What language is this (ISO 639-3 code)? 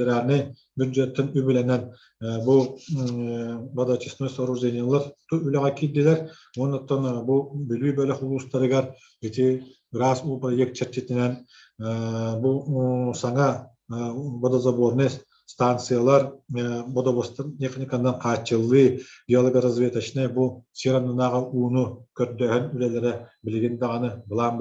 sah